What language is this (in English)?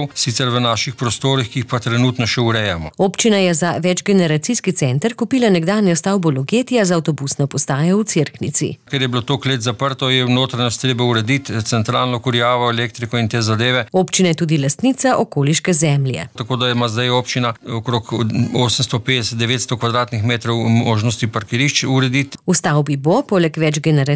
Slovenian